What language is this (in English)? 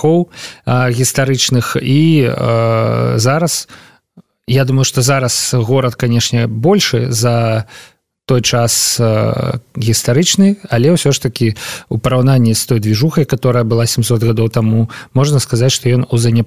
Belarusian